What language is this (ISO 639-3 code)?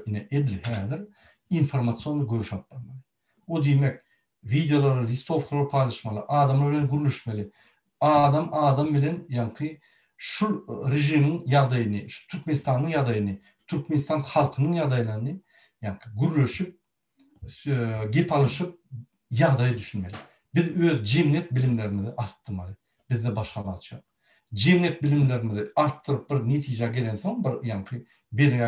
tuk